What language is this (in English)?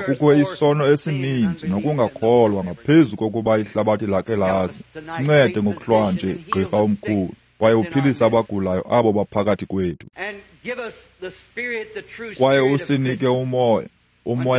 Xhosa